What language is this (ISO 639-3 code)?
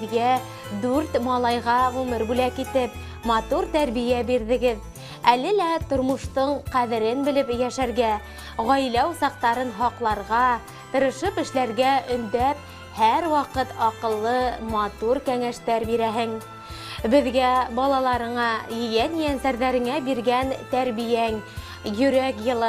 bak